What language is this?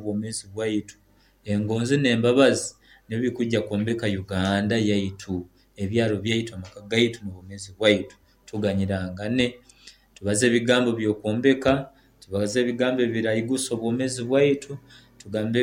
Nyoro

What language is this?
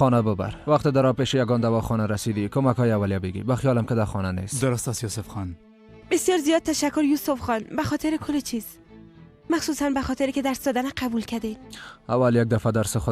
Persian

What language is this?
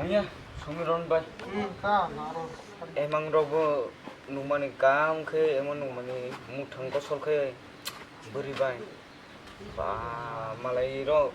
Kok Borok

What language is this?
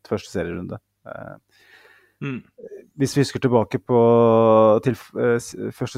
Norwegian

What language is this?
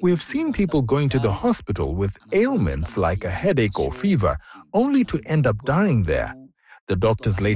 English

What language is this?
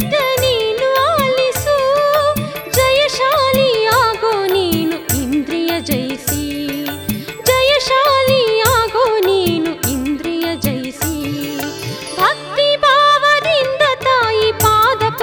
Kannada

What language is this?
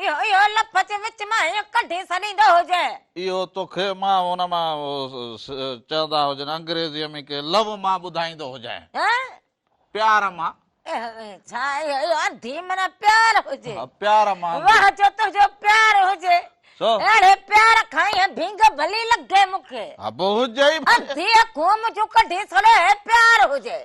Sindhi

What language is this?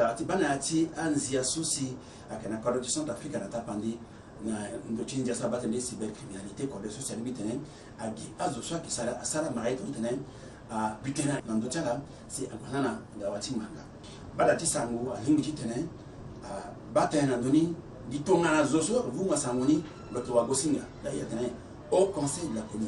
Sango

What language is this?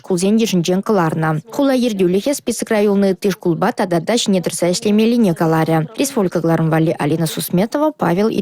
Chuvash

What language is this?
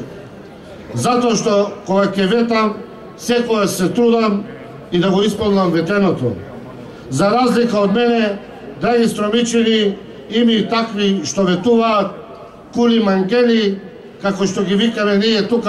Macedonian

